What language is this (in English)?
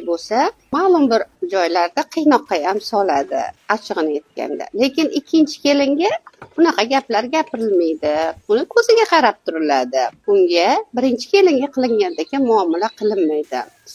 Uzbek